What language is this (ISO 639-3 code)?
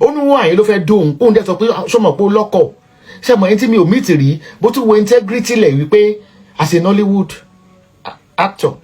yor